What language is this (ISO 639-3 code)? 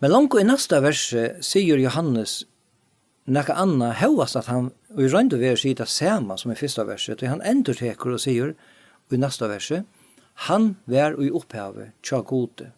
fao